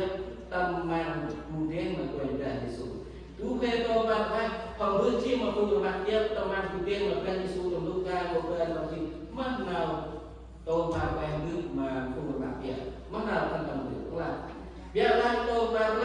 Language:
Central Mnong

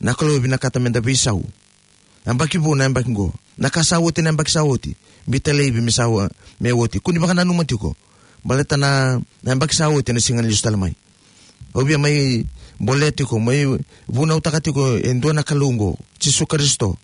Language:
Fijian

